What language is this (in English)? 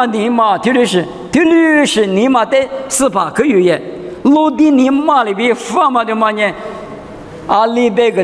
Lisu